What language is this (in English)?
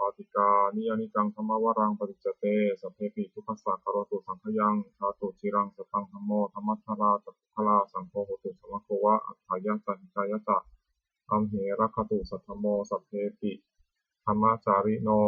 Pali